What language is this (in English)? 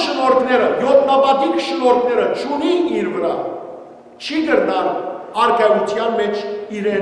Western Armenian